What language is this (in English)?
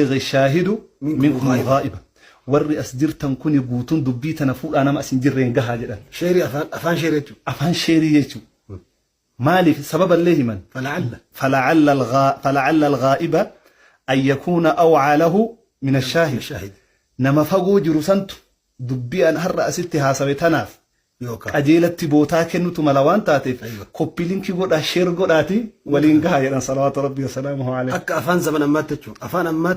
Oromo